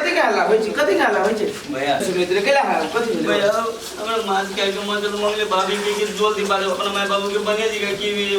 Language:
Maithili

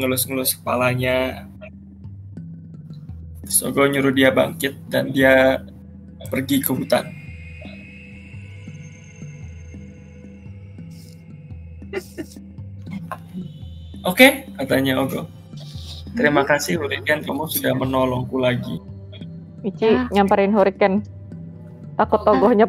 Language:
Indonesian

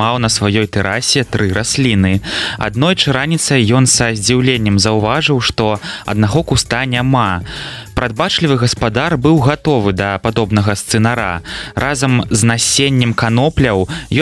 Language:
Belarusian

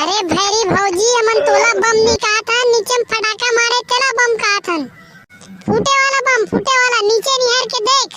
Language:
Chhattisgarhi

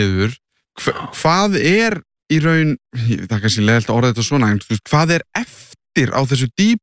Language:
Icelandic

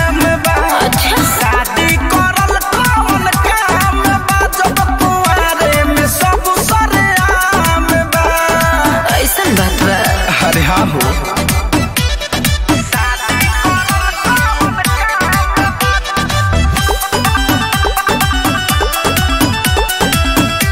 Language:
Bhojpuri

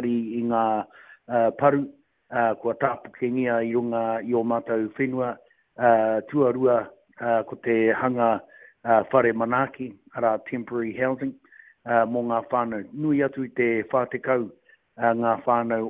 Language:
Māori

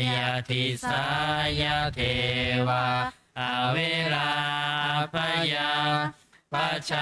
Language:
Pali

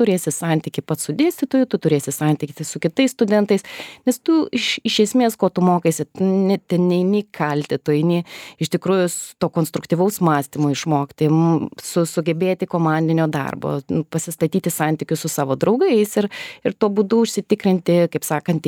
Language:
Lithuanian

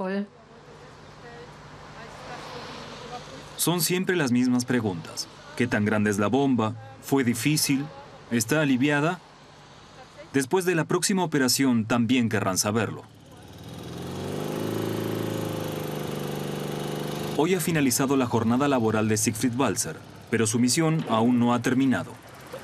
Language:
Spanish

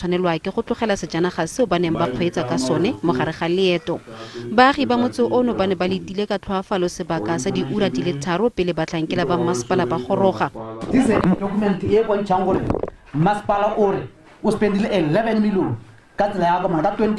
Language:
Tswana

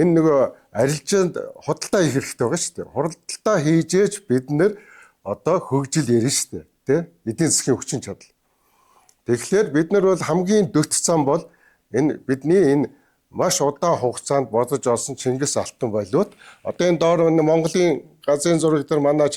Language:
Mongolian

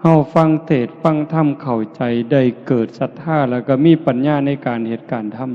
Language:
Northeastern Thai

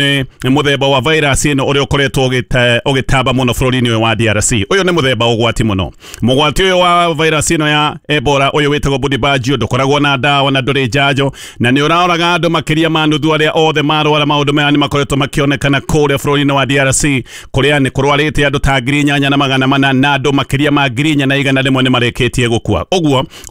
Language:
Kikuyu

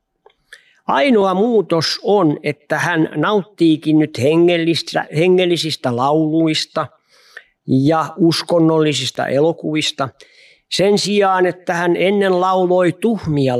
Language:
Finnish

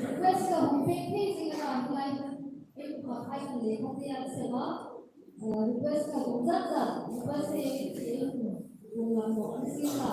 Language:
Hmar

